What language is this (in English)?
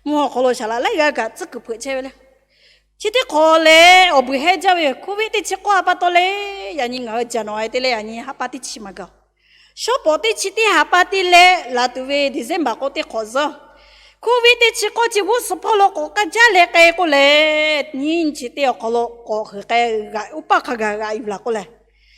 Lahu